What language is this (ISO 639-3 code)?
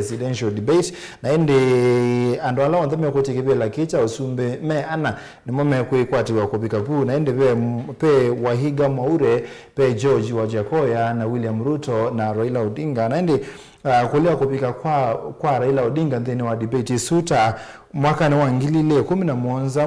kam